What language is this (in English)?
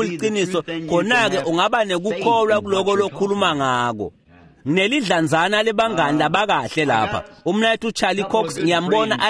Swati